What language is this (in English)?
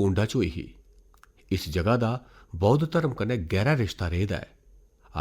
Dogri